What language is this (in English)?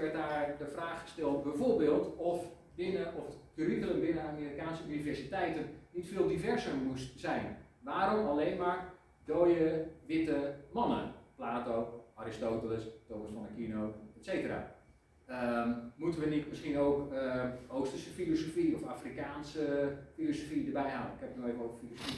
Dutch